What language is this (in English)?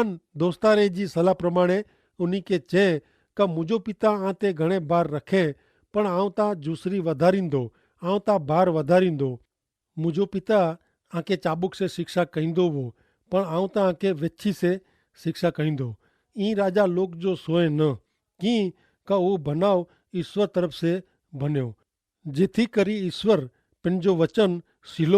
Kachhi